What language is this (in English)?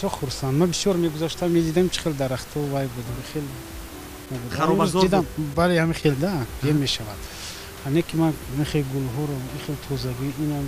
Tajik